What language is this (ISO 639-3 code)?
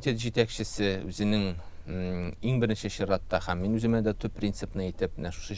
tat